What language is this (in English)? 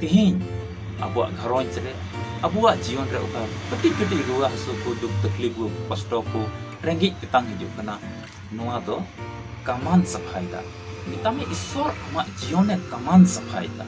Santali